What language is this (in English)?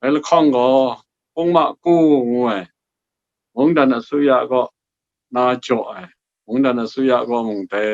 Kachin